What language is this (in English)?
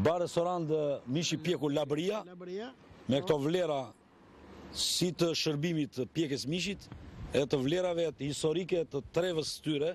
Albanian